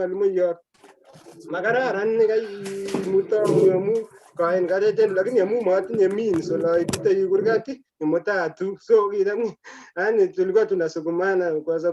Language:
Kalenjin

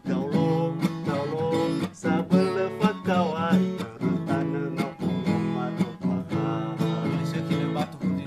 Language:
Nias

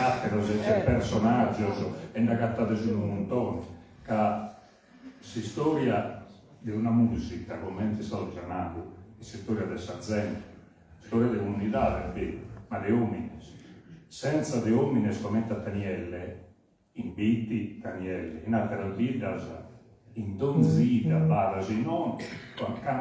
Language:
Sardinian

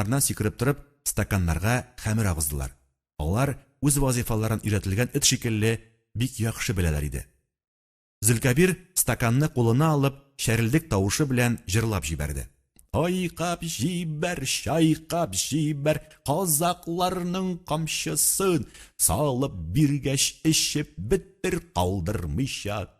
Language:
Tatar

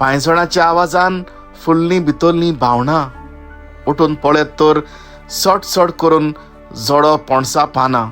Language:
Konkani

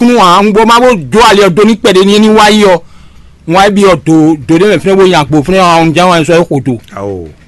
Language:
Fon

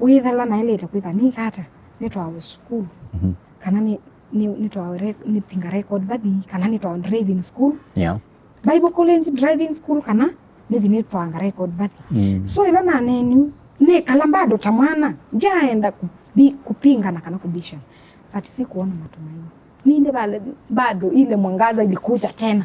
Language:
Kamba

